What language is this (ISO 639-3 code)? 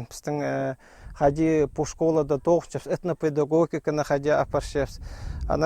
kjh